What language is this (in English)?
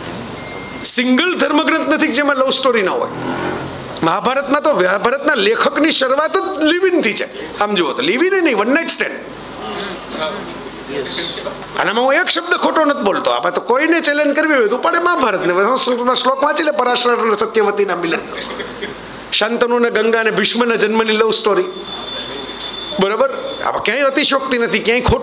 Gujarati